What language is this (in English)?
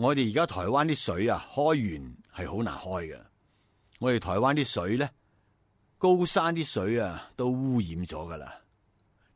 Cantonese